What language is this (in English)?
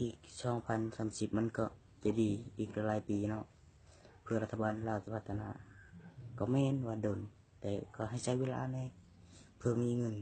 Lao